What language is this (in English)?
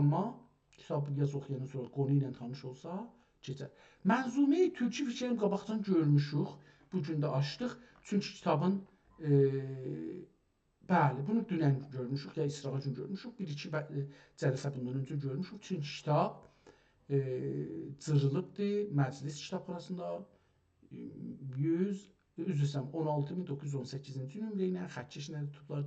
South Azerbaijani